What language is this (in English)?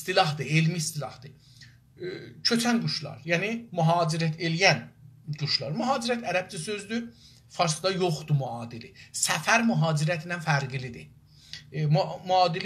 South Azerbaijani